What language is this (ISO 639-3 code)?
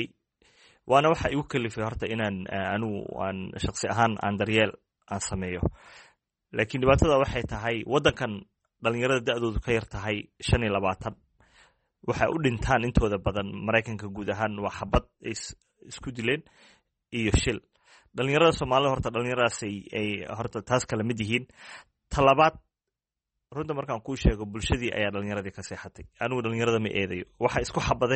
som